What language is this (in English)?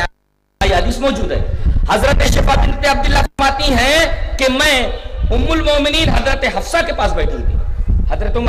Urdu